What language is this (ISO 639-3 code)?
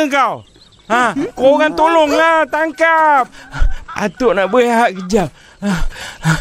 msa